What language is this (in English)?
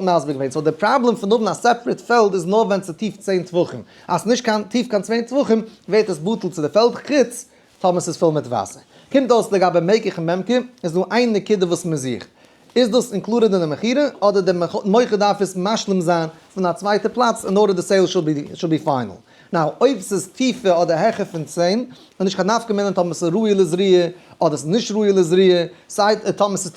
Yiddish